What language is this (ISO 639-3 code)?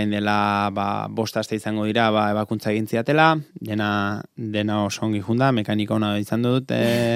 eus